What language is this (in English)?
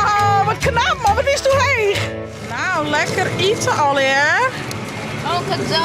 Western Frisian